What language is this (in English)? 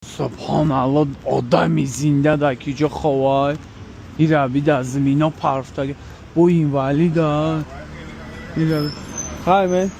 Tajik